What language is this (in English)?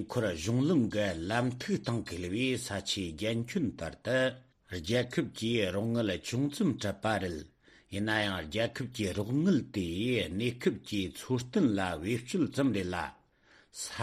Tibetan